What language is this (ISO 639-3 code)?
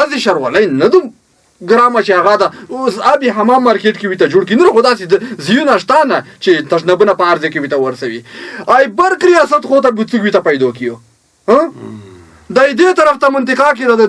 pus